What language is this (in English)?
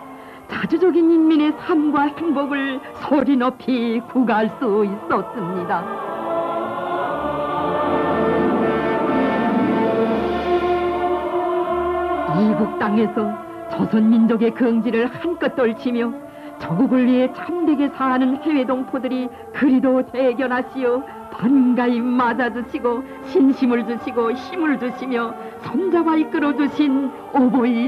Korean